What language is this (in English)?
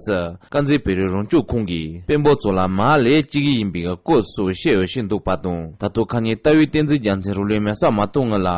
Tibetan